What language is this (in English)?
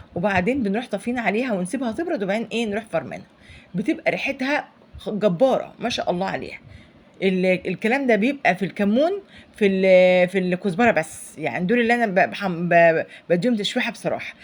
Egyptian Arabic